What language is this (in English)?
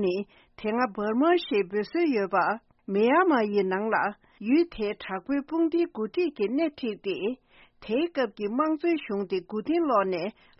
Tibetan